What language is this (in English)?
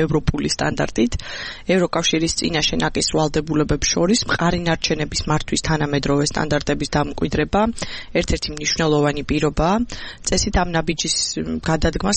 Georgian